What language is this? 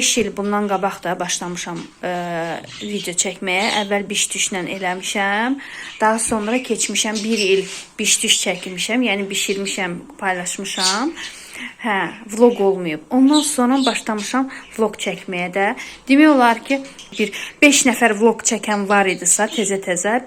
Azerbaijani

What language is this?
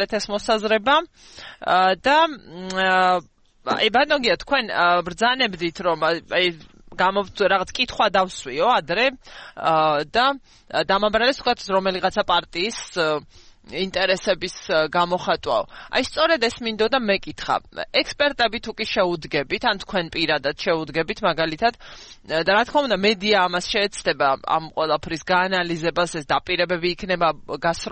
Georgian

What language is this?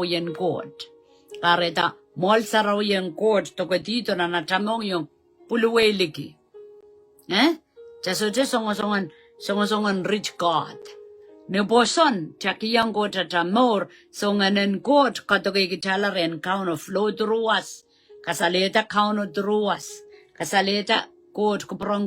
Pohnpeian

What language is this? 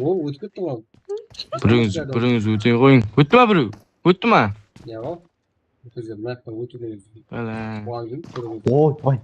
Kara-Kalpak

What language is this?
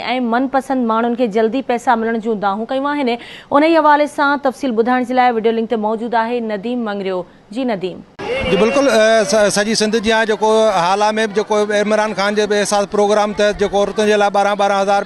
Sindhi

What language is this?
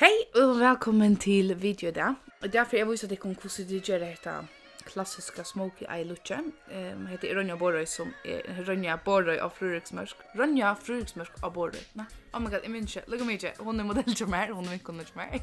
Faroese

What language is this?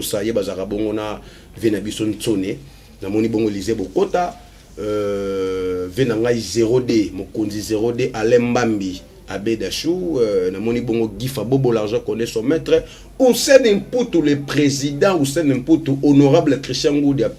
Lingala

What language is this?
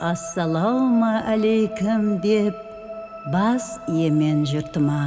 Kara-Kalpak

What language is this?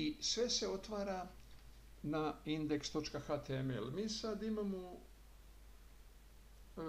Croatian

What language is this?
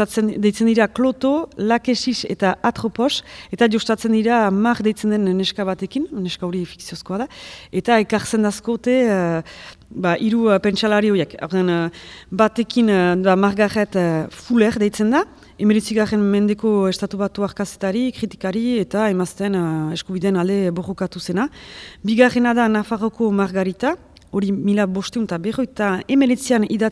Basque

